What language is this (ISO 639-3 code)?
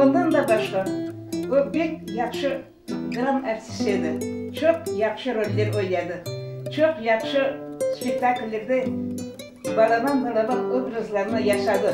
crh